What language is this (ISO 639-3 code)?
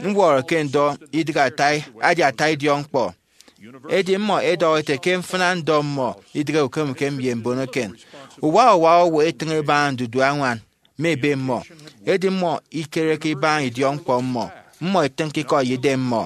efi